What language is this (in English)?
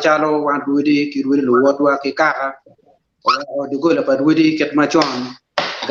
Acoli